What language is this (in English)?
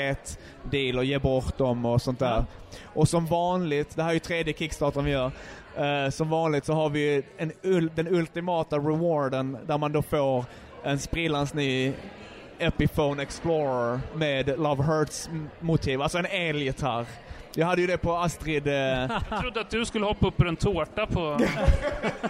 Swedish